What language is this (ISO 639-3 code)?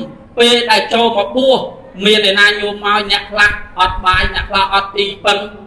khm